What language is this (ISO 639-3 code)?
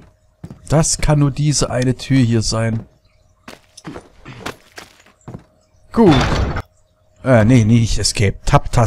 deu